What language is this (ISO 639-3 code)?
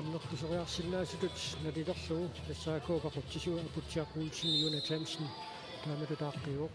kal